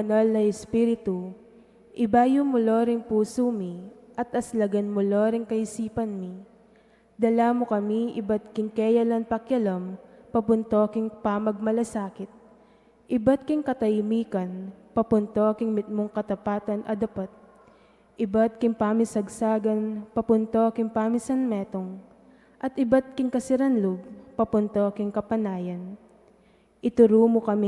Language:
Pampanga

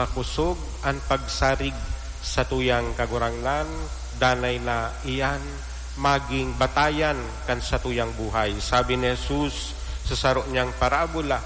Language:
Bikol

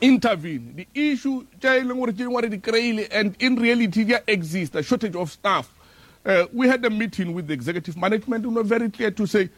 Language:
Northern Sotho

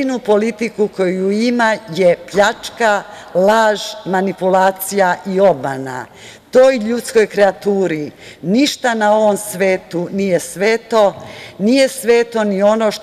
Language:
Serbian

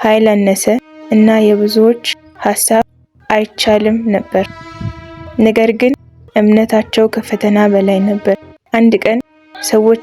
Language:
Amharic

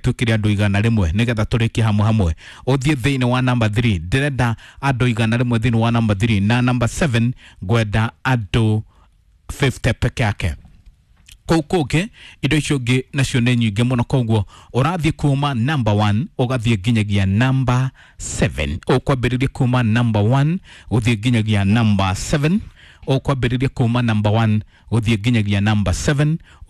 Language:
Kikuyu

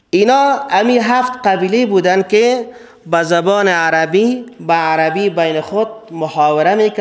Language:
Persian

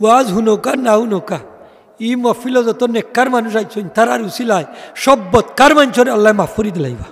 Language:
Sylheti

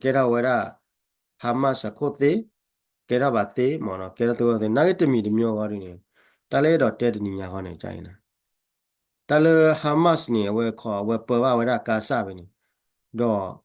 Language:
S'gaw Karen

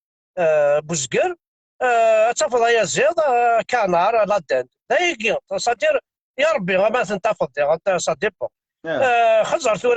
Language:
Kabyle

